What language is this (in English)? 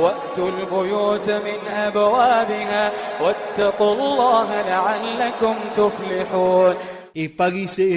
Iranun (Philippines)